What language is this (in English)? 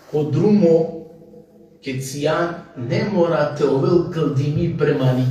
Balkan Romani